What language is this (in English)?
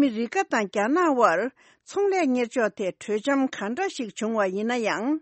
Tibetan